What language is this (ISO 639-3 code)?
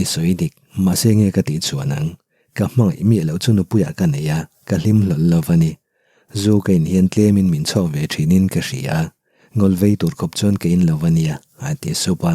lus